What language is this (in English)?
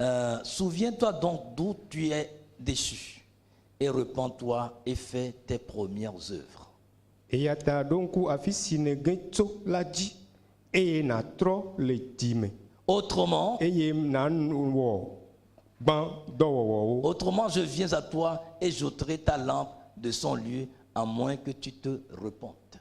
Ewe